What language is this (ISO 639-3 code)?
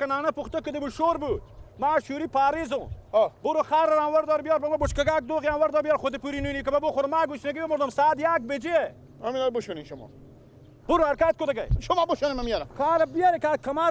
fas